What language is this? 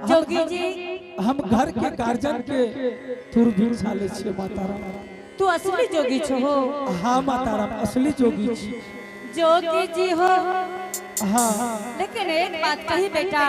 Angika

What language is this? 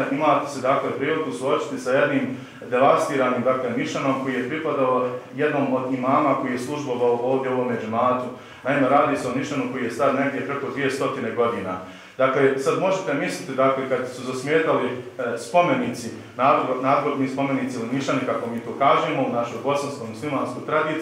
Bosnian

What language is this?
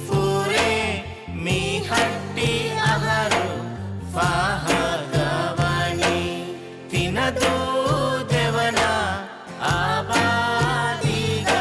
Divehi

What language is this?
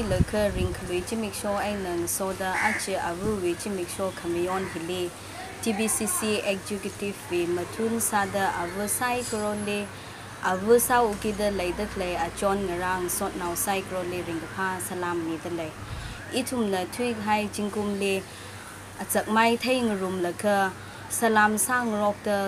Tangkhul Naga (India)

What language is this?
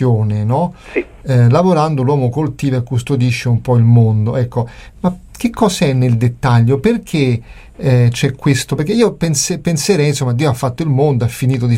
Italian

